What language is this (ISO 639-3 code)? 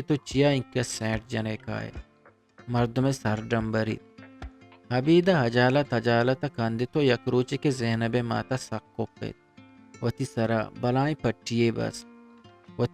bgp